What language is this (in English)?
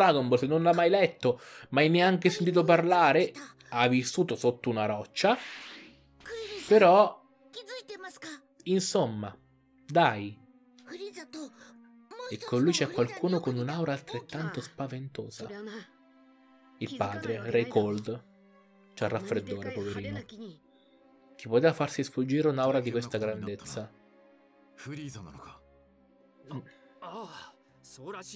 Italian